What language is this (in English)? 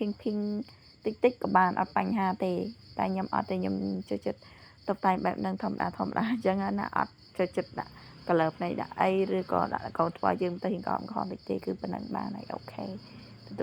Khmer